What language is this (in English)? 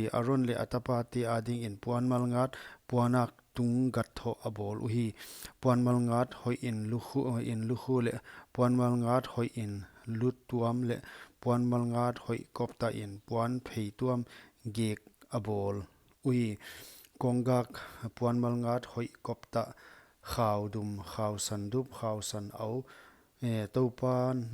Paite Chin